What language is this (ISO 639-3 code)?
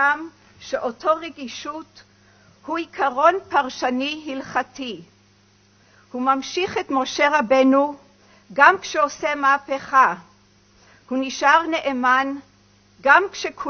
heb